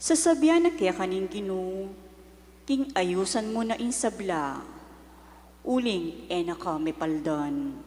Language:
Pampanga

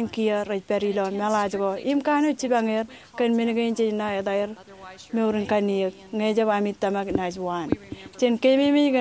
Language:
Marshallese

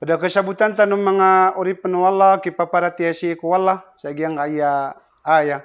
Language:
Maranao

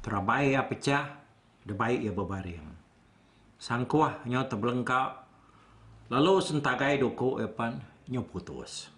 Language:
Iban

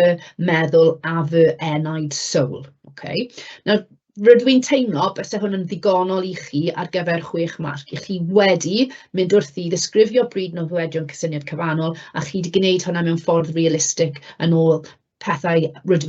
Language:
Welsh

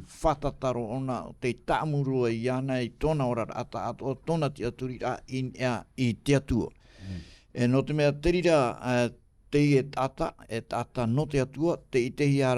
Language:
Tahitian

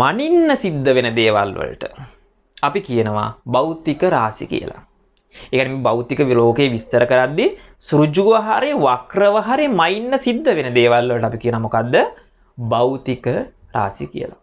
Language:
Sinhala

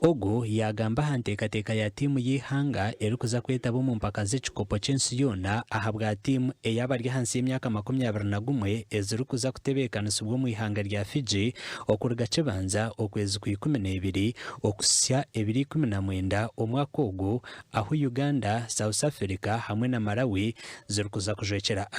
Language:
Nyankole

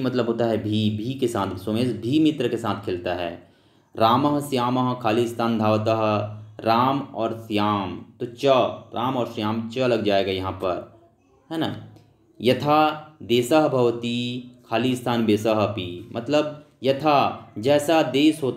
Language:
Hindi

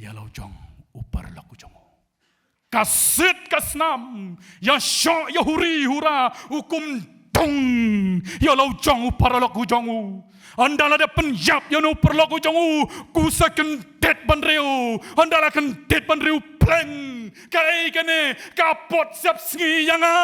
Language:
Khasi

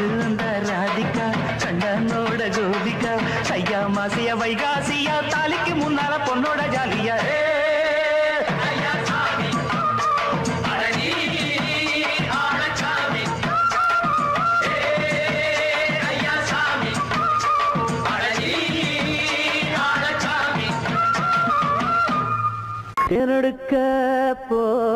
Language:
Tamil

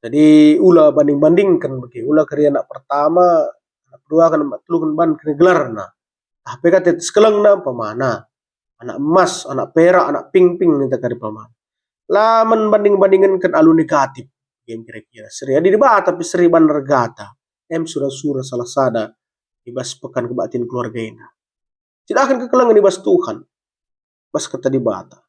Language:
Batak Karo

